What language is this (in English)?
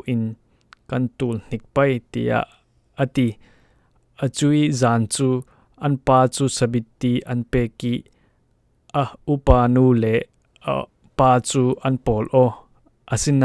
Falam Chin